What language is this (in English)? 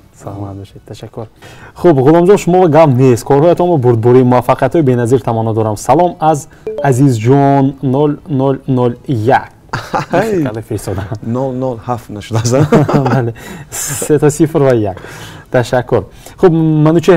Tajik